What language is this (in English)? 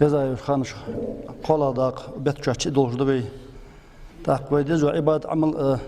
Ingush